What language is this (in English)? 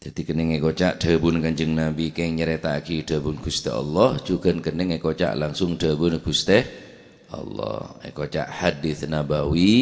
Madurese